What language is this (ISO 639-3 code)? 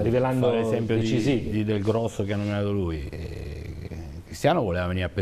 ita